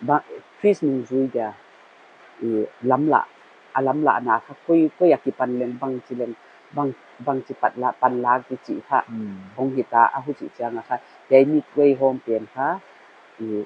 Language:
Paite Chin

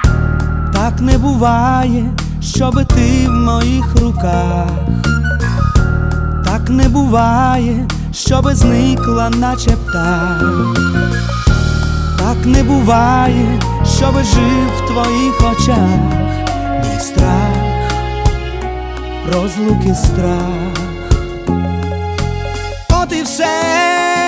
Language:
Ukrainian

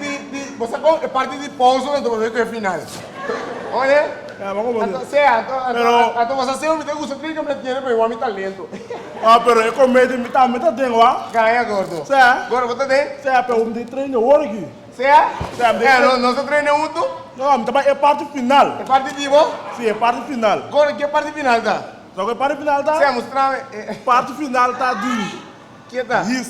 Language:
Papiamento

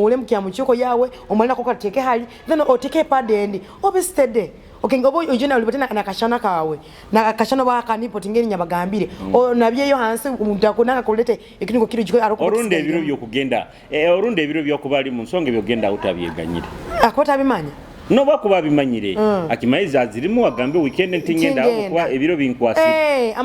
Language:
Nyoro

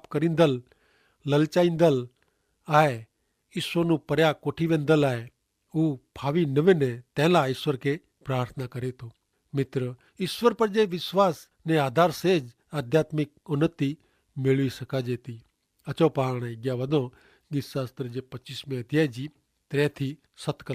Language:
Kachhi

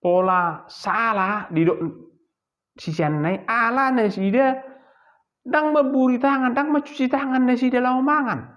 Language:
Batak Toba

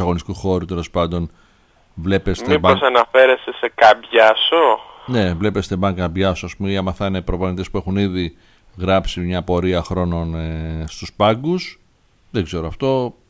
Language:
Greek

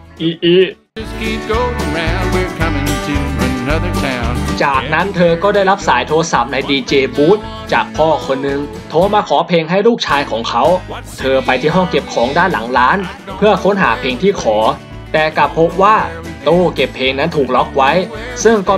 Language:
Thai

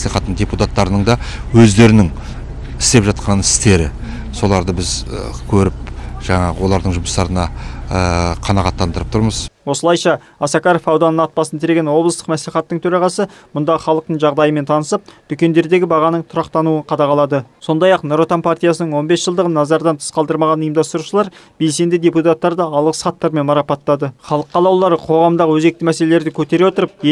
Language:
Kazakh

